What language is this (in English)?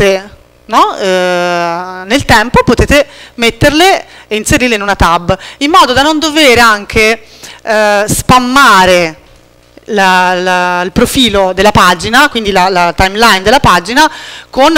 Italian